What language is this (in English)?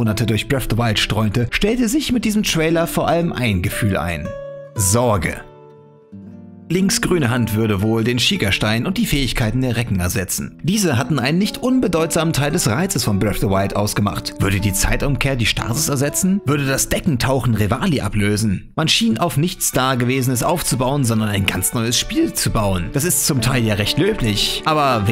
German